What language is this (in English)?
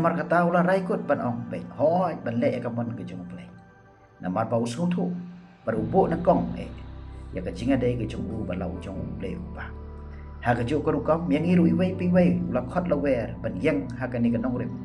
Khasi